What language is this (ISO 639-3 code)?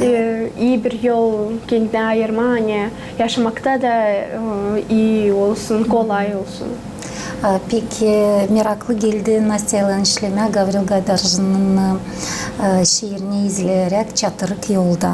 gag